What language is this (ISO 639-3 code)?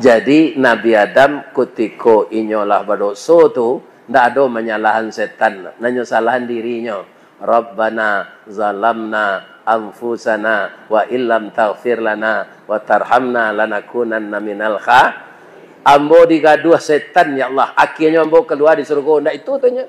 min